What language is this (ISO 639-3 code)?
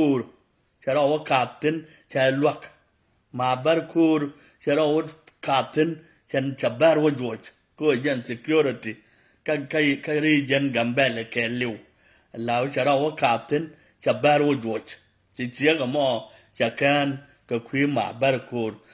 nus